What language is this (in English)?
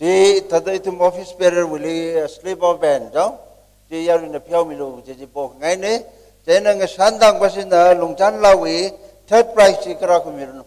Tangkhul Naga (India)